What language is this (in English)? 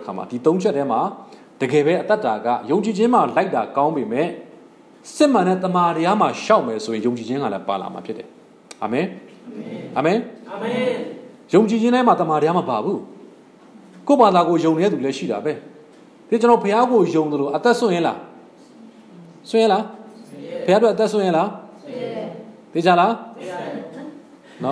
Burmese